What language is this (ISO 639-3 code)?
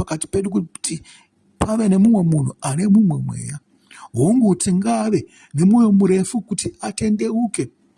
sna